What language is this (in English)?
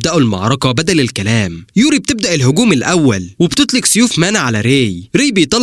Egyptian Arabic